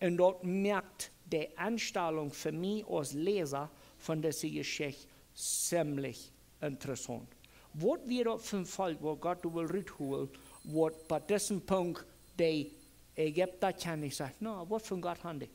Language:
Plautdietsch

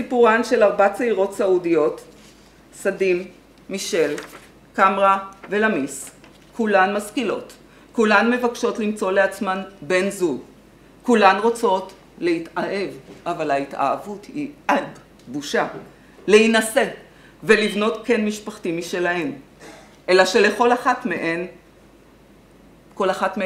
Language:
Hebrew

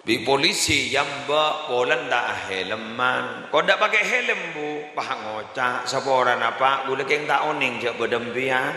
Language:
Madurese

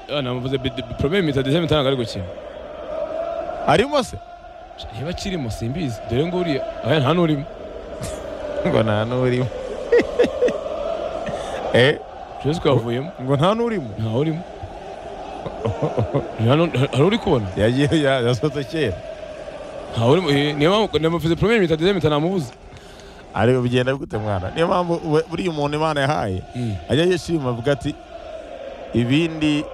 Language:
Kinyarwanda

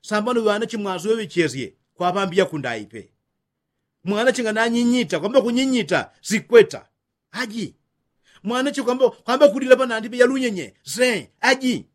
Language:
Yao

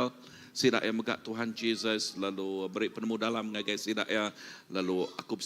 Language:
Iban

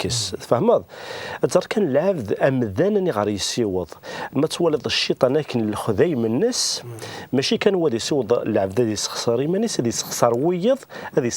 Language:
Kabyle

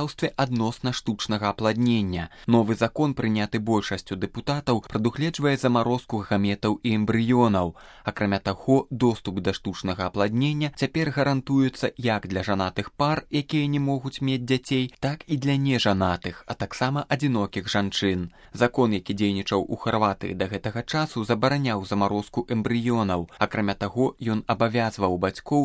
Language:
Belarusian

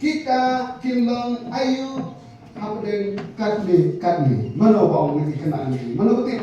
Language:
Khasi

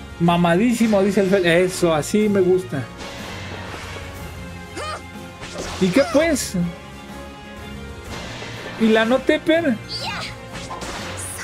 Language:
Spanish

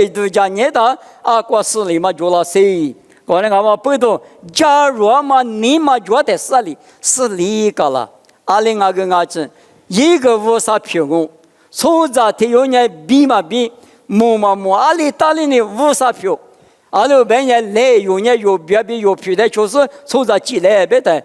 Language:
Lisu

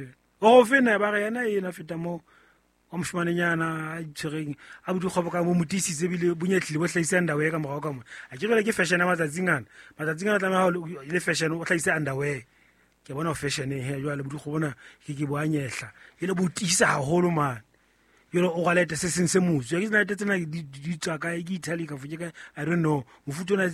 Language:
Southern Sotho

